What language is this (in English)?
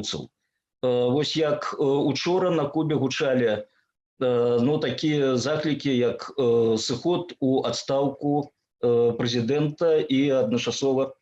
Belarusian